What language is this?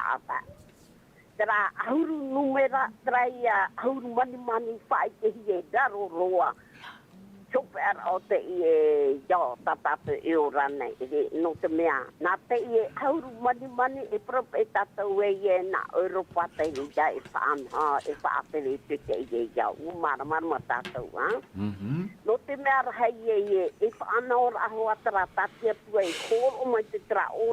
Tahitian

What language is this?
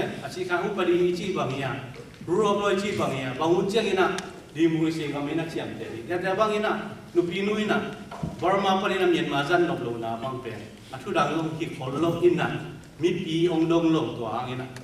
Tedim Chin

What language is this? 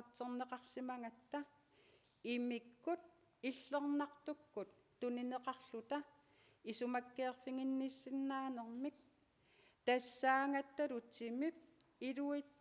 Kalaallisut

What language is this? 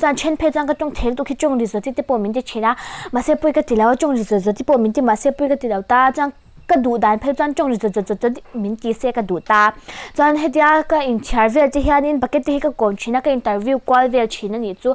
Mizo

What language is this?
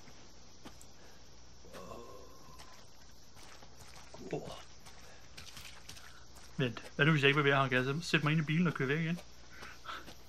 Danish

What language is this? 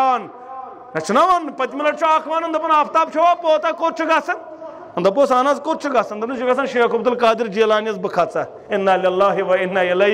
Kashmiri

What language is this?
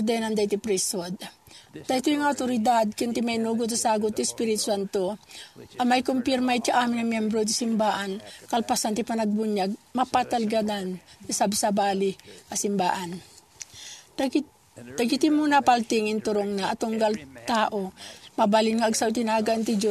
Iloko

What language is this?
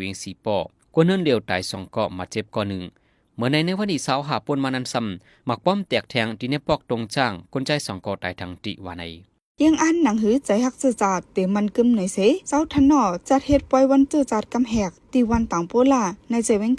Shan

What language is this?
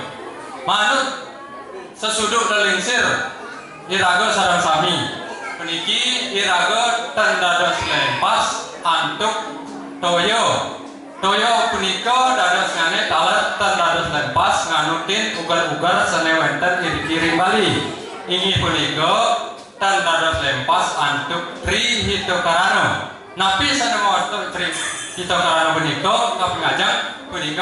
Balinese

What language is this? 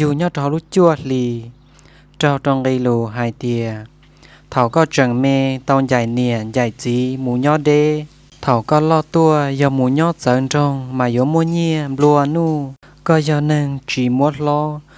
Hmong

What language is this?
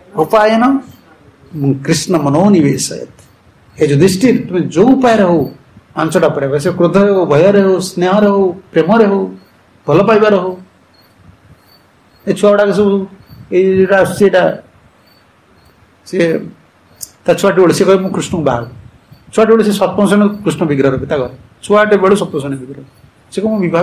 Odia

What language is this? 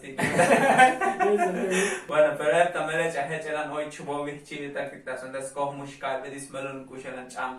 Tzotzil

